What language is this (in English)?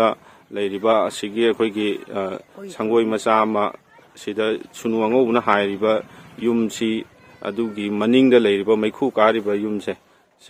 Manipuri